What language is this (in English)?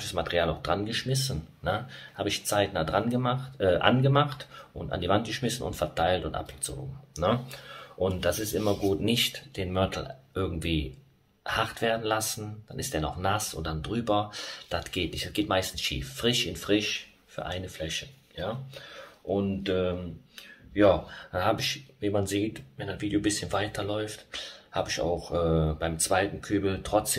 German